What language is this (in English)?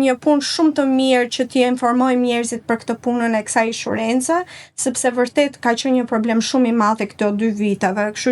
Albanian